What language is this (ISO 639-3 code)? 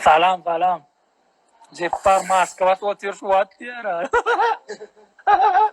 tuk